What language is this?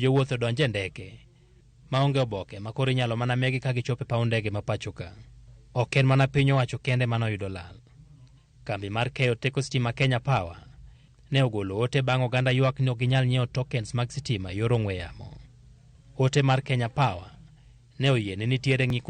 Luo (Kenya and Tanzania)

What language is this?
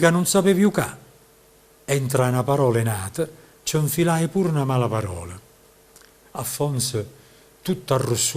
Neapolitan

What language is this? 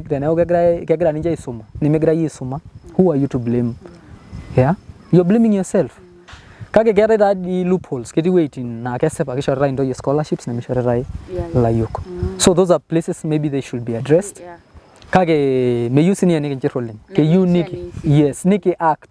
Masai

